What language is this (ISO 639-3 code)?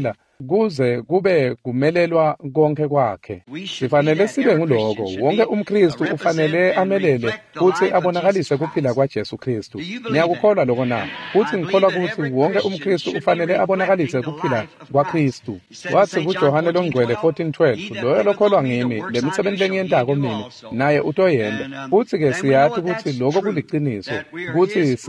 ssw